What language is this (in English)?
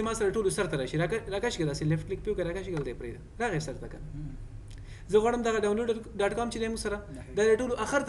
Pashto